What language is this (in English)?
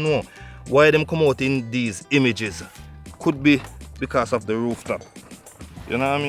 Jamaican Creole English